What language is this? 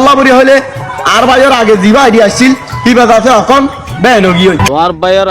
Rohingya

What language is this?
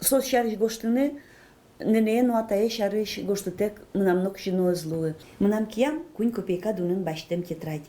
Udmurt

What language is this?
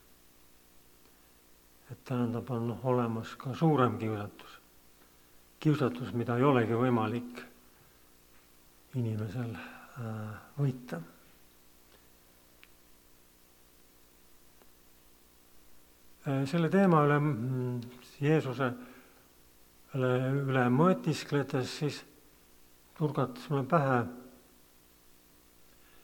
Estonian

